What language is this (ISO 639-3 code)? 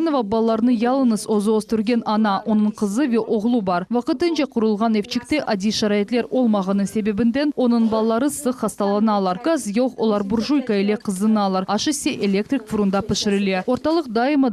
crh